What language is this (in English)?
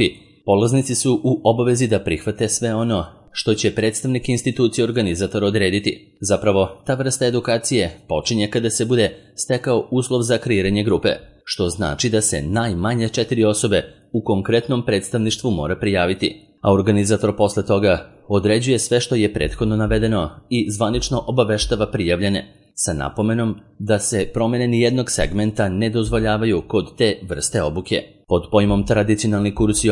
Serbian